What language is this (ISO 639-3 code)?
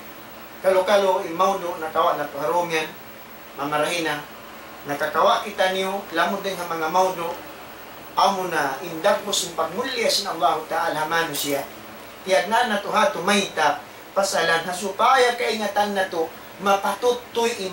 tsg